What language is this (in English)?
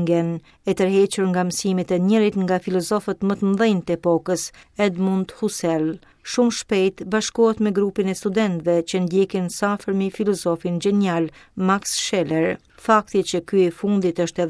Albanian